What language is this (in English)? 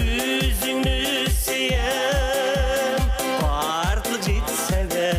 Bashkir